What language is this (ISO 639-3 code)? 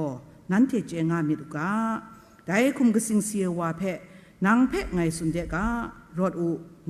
kac